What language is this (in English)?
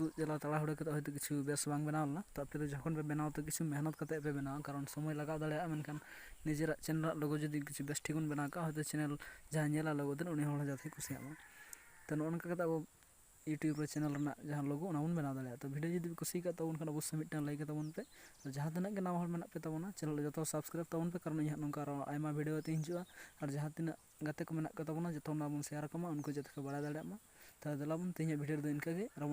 Santali